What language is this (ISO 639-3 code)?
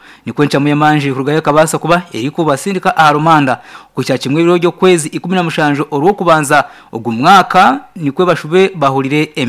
nyn